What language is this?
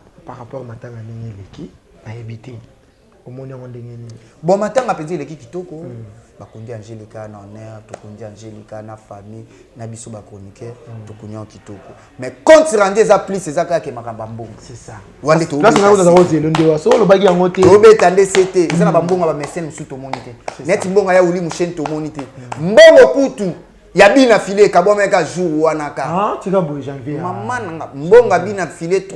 Lingala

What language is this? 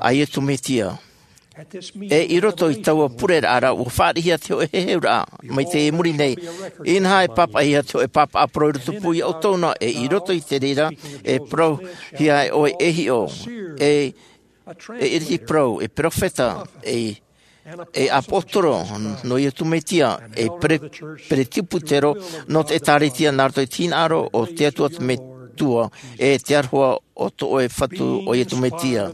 Tahitian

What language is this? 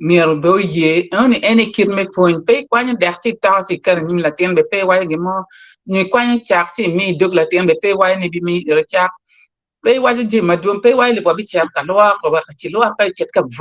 Acoli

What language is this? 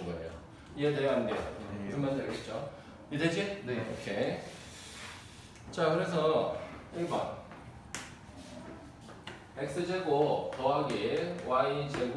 Korean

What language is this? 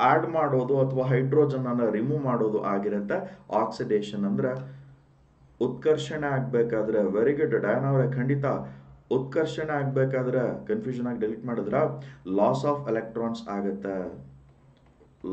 Kannada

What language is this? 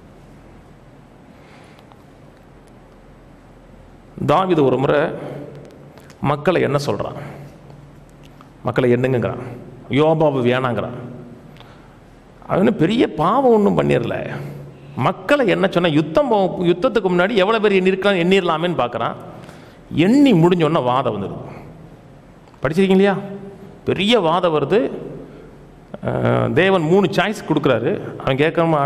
Tamil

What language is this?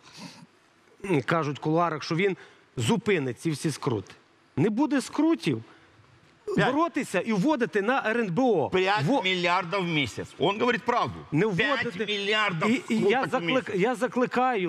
Ukrainian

